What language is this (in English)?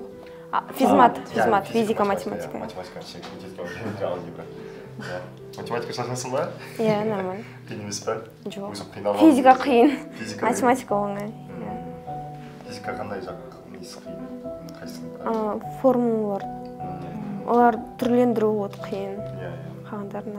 Kazakh